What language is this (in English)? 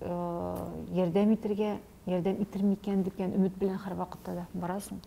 Tatar